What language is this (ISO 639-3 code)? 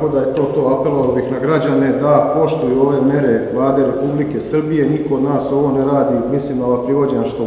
srp